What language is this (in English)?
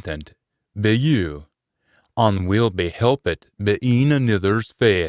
Scots